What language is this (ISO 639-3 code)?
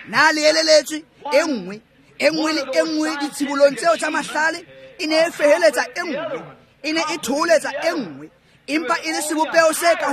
tsn